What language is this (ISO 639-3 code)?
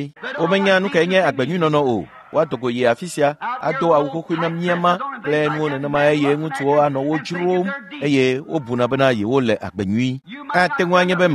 ewe